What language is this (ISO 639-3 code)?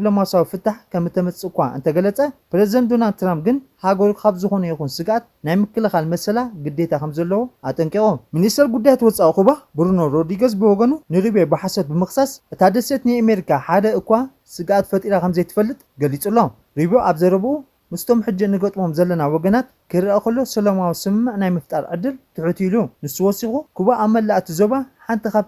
tir